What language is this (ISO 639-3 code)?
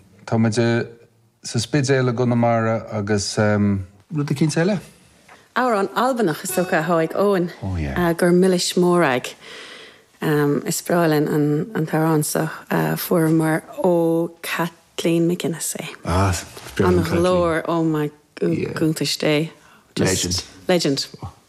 gle